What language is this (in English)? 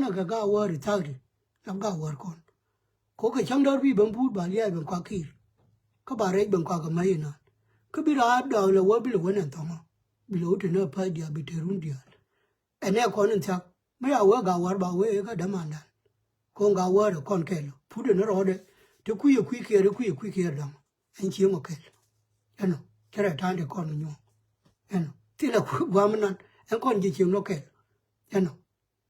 Nuer